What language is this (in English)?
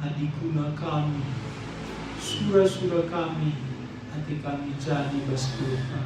Batak Karo